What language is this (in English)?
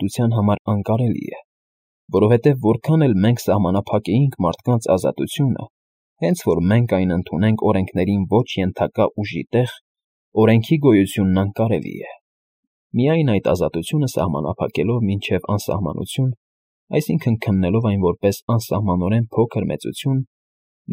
Armenian